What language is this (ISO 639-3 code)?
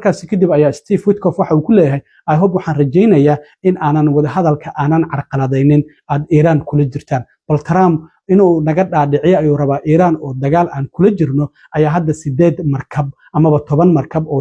som